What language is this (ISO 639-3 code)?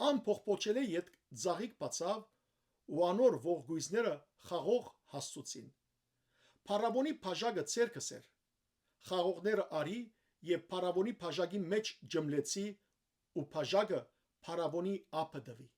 hyw